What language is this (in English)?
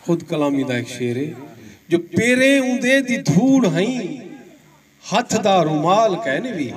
Saraiki